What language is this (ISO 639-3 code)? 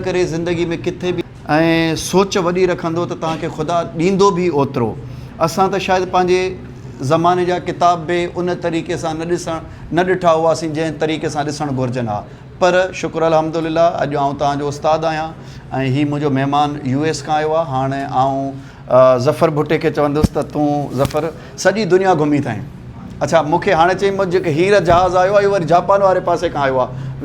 snd